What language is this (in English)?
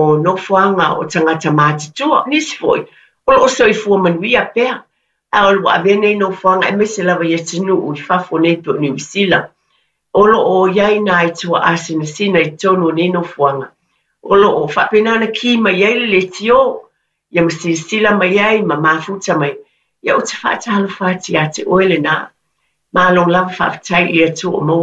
Samoan